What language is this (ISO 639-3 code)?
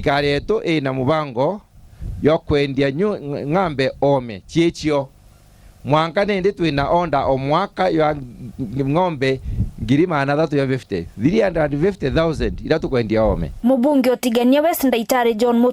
mer